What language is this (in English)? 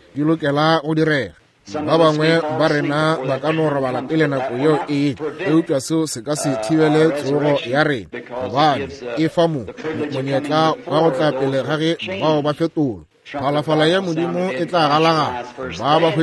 Northern Sotho